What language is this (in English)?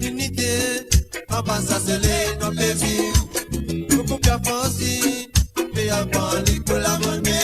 Morisyen